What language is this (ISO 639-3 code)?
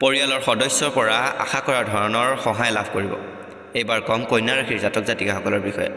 asm